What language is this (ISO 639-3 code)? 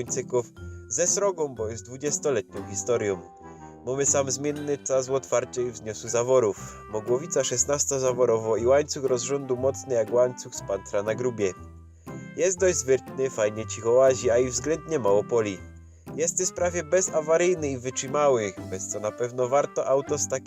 szl